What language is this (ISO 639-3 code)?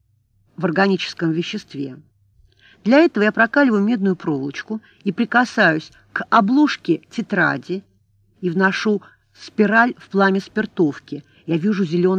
rus